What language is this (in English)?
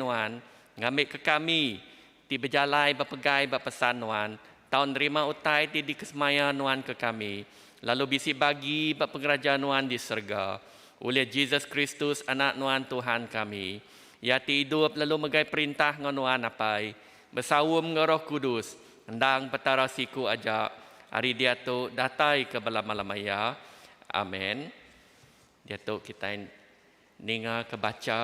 Iban